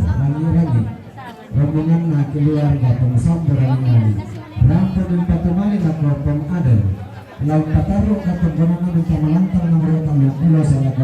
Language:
Toraja-Sa'dan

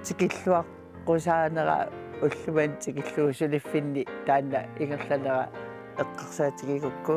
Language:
Kalaallisut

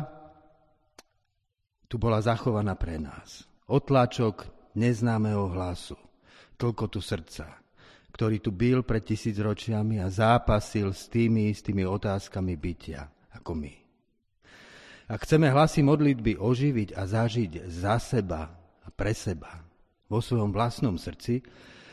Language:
Slovak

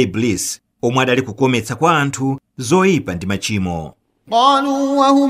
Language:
Nyanja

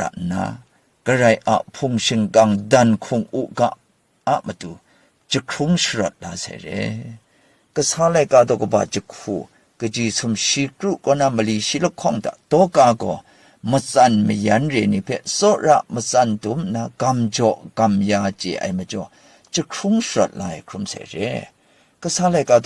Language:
Kachin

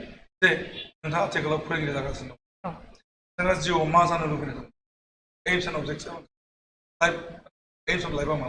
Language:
Bodo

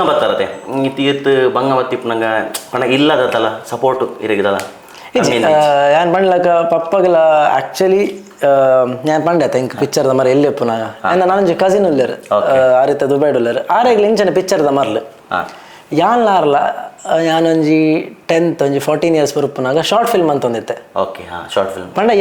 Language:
Tulu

